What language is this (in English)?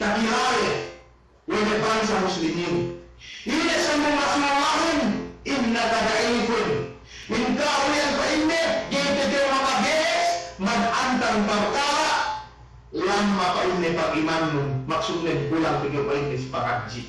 Yakan